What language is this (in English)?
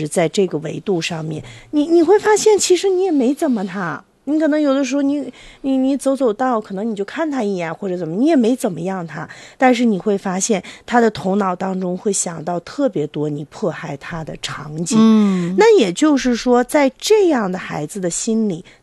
Chinese